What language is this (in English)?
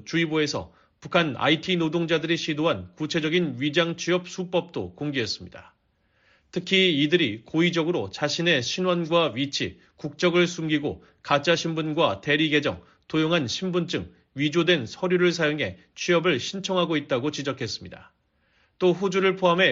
Korean